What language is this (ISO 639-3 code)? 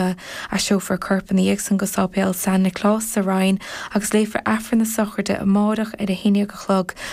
gle